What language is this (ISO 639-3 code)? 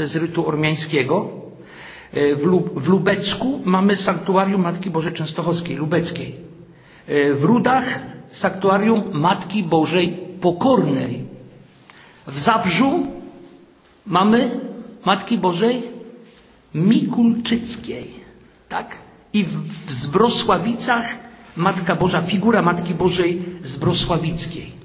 pol